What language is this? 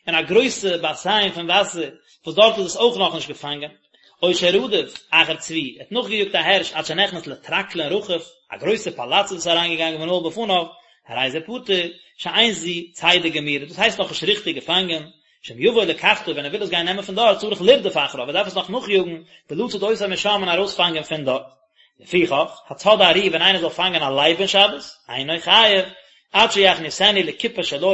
Yiddish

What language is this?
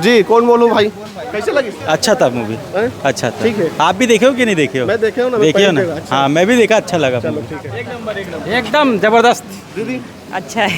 Chhattisgarhi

